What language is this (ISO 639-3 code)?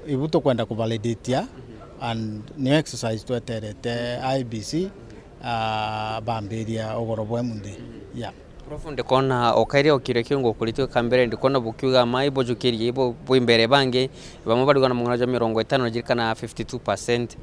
mer